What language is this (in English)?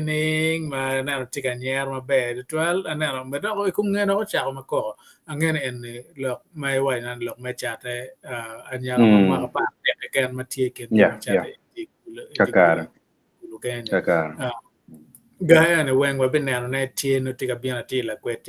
Acoli